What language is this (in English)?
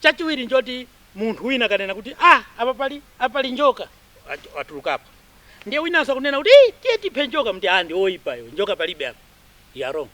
Nyanja